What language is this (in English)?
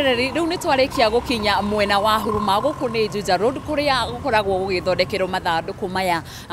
Kikuyu